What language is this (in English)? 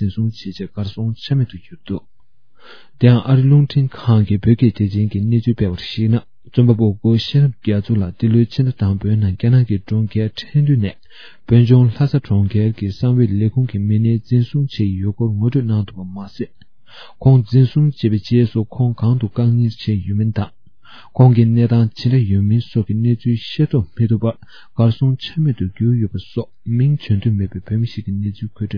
Tibetan